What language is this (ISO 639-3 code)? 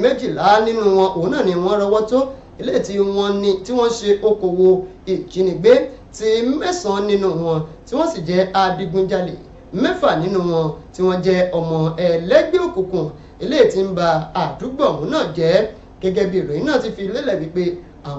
yor